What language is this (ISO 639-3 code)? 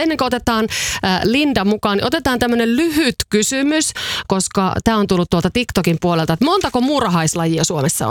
fin